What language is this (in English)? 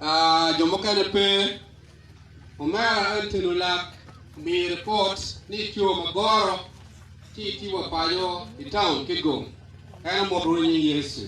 Acoli